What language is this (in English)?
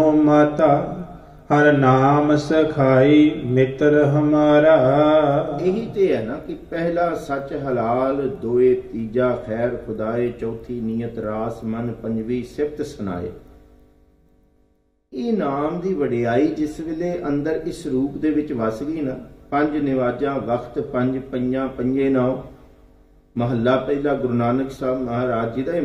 Punjabi